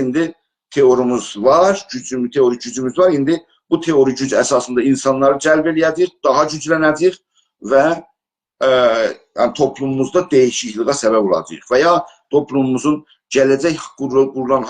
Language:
South Azerbaijani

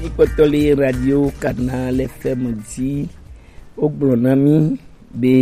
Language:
Gen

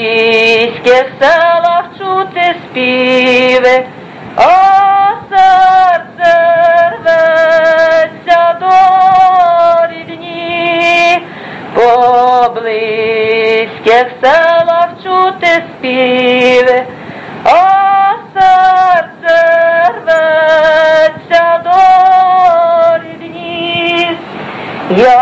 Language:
Ukrainian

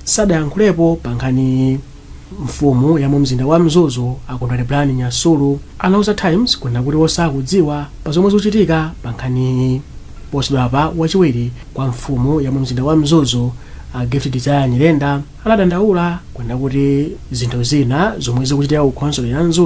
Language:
Nyanja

